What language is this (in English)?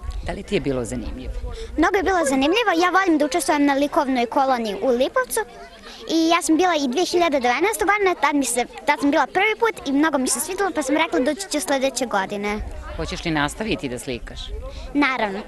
Serbian